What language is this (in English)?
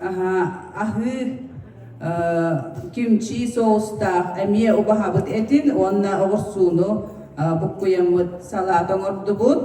Yakut